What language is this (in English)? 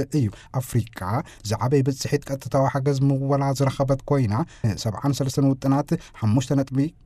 Tigrinya